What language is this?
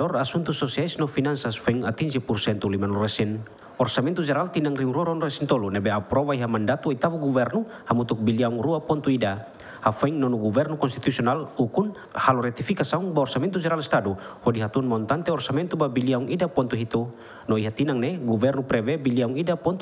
Tetum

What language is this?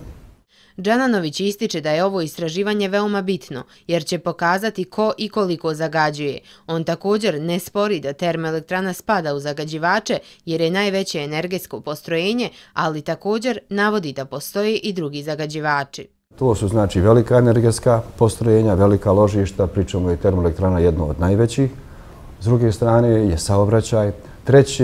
Bosnian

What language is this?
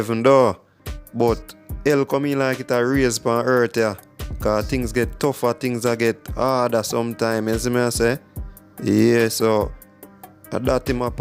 Jamaican Creole English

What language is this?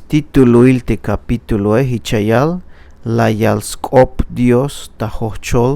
Tzeltal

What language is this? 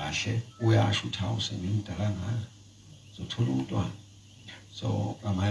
Zulu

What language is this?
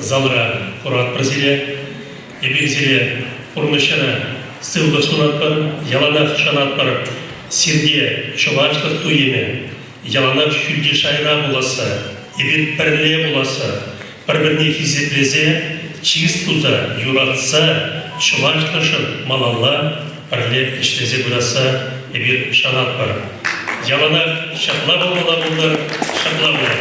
Chuvash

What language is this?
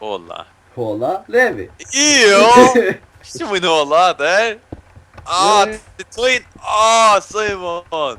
Faroese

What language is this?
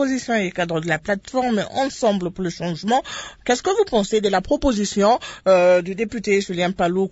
French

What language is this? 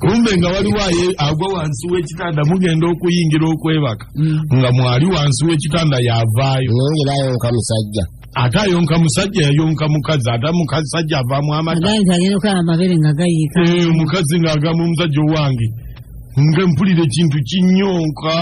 Ganda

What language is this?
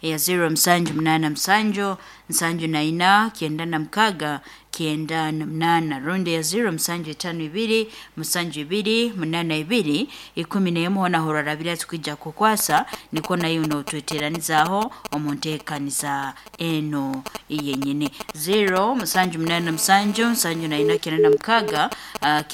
Nyankole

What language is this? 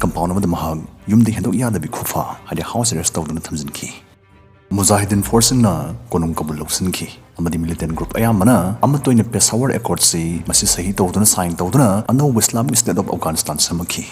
Manipuri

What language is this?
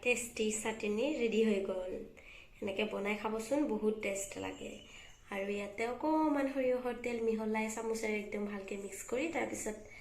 Assamese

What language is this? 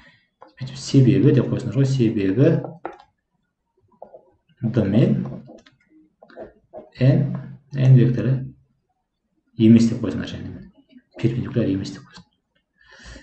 Kazakh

